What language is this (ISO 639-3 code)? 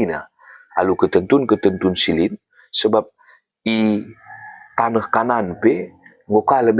btx